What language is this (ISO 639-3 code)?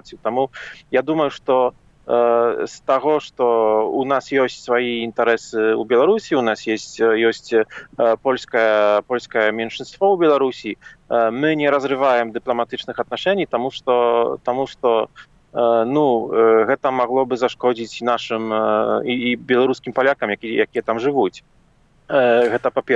bel